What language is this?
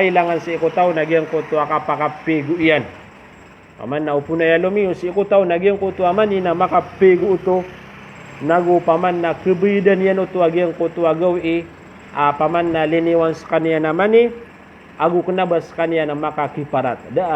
Maranao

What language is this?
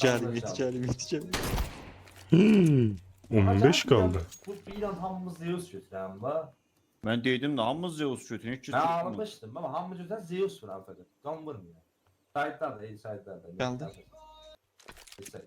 South Azerbaijani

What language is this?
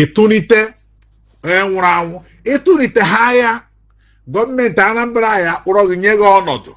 Igbo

